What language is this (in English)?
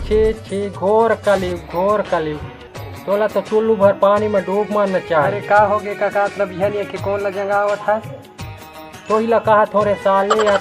Chhattisgarhi